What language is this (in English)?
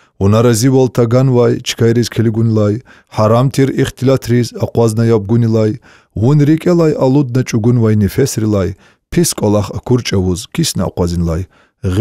Lezghian